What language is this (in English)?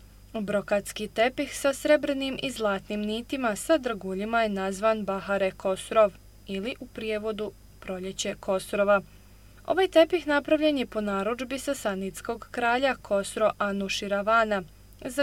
Bosnian